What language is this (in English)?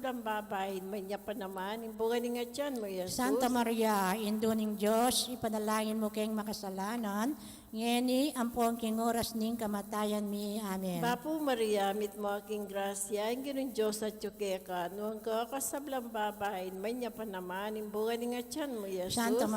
Pampanga